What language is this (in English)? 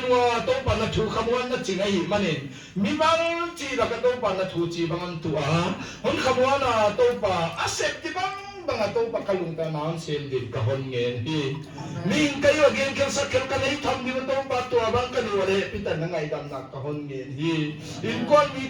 Paite Chin